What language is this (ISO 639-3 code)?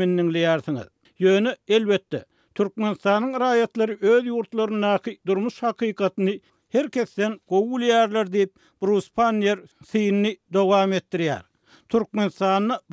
tuk